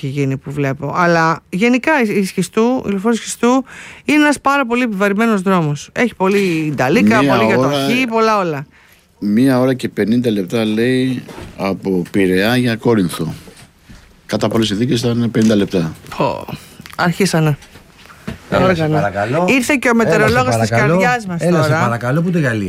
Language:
Greek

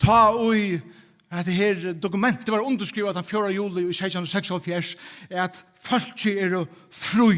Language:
Faroese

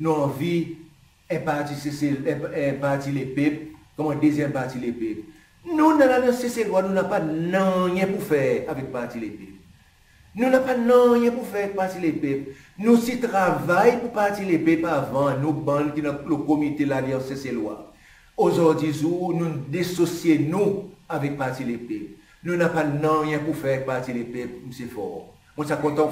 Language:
Seselwa Creole French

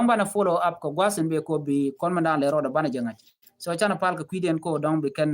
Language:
Nuer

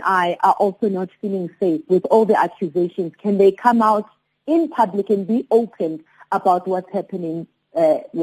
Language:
Zulu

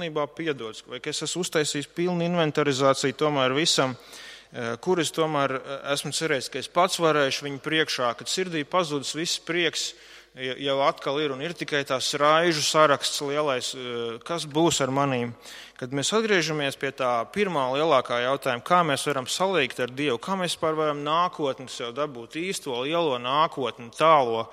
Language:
Latvian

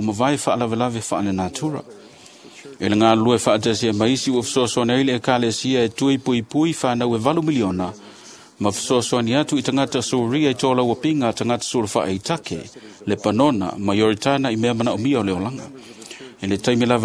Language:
Samoan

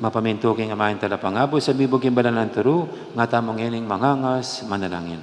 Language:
Pampanga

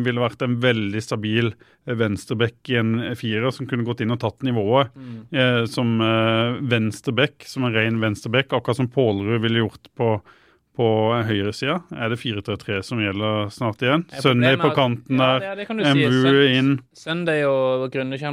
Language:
Norwegian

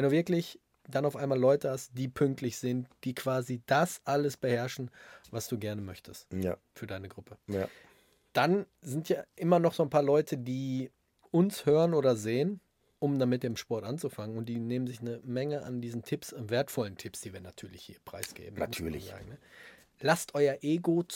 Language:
German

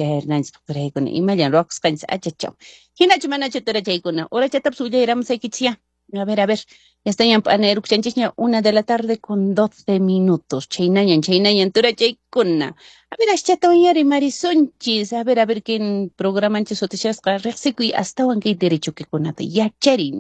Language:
Quechua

